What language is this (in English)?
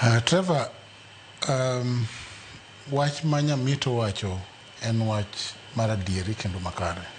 Luo (Kenya and Tanzania)